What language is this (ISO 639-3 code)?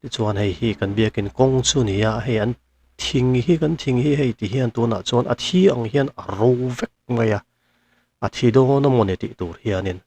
lus